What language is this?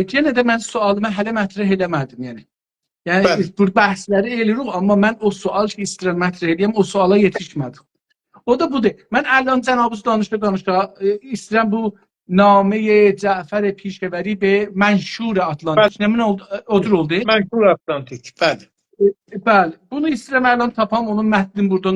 South Azerbaijani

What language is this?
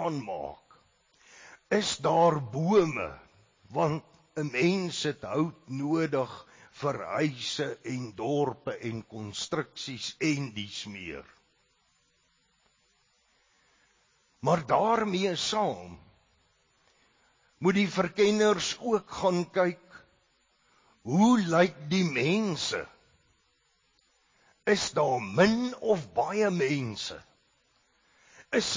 Afrikaans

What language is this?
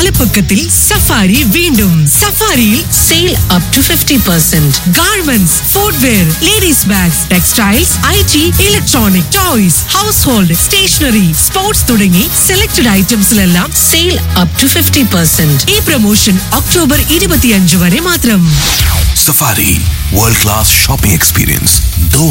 Malayalam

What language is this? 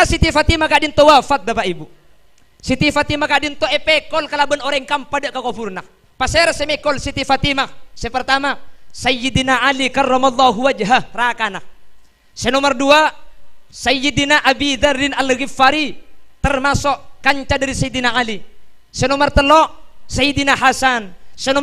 Madurese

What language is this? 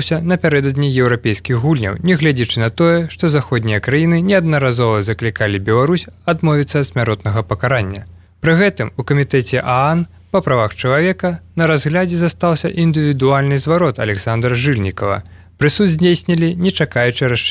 Belarusian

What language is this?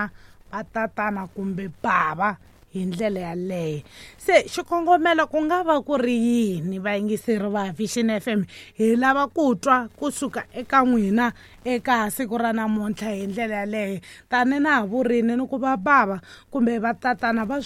Tsonga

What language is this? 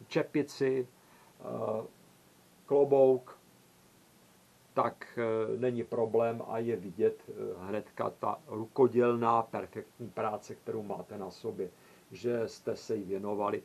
Czech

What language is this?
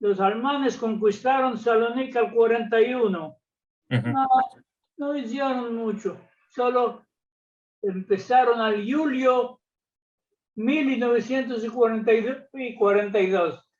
Ladino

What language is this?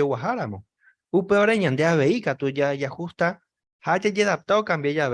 Guarani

